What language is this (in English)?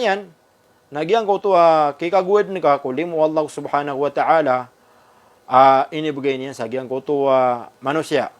Maranao